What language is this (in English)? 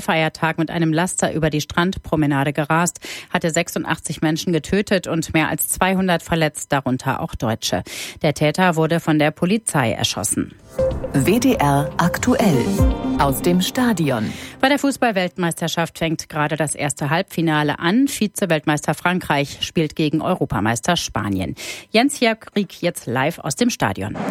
German